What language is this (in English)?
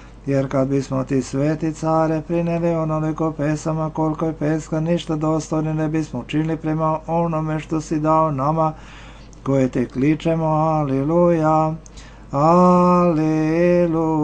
Serbian